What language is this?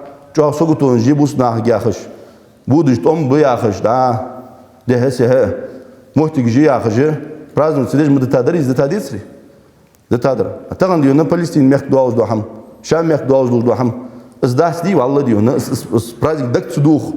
Ingush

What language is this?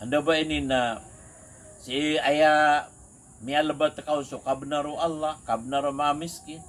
Maranao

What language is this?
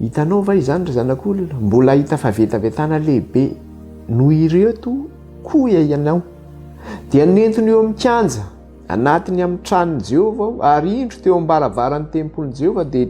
Malagasy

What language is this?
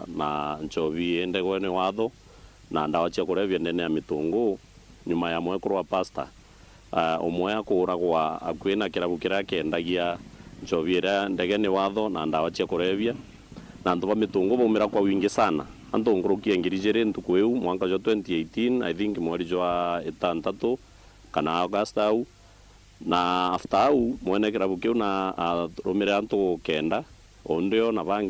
Meru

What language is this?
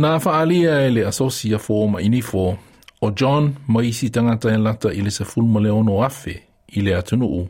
Samoan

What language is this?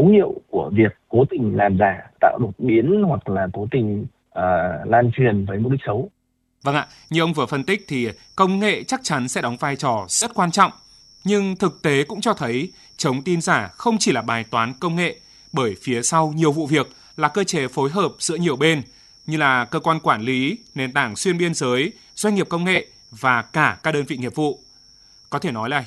Vietnamese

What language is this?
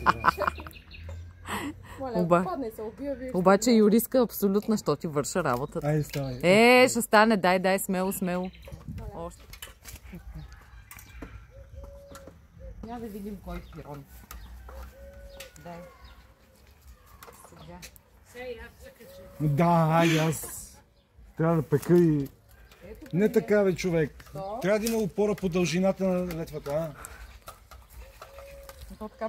Bulgarian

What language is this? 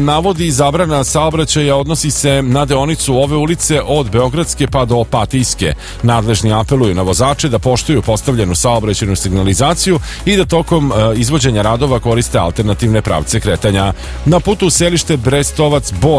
Serbian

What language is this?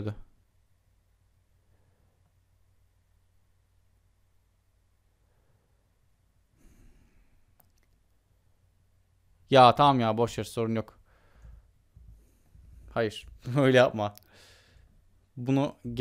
Turkish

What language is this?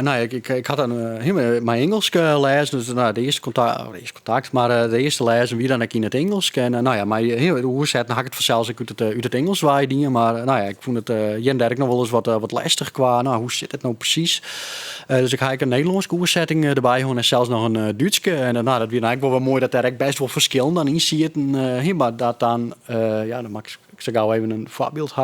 Western Frisian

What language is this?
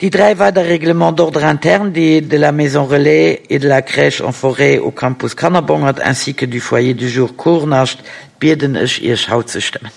Luxembourgish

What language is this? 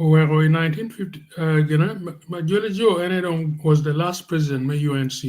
Acoli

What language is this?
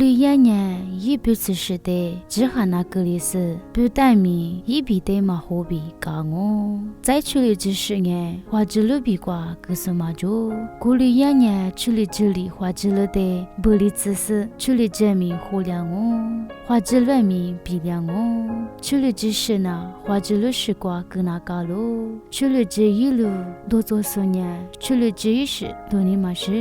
Lisu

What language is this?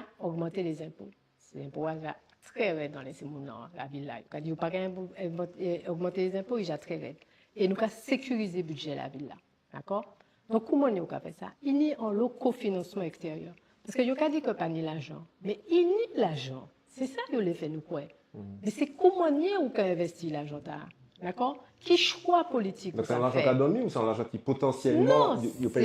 Guadeloupean Creole French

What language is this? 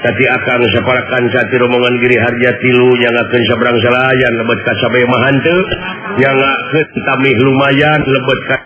Sundanese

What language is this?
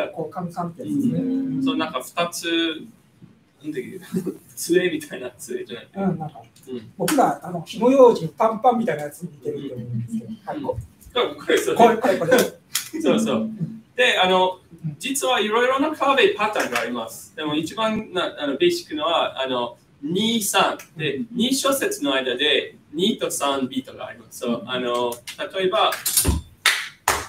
Japanese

